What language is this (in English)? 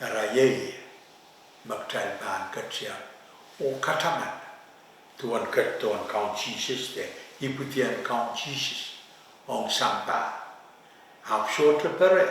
Pohnpeian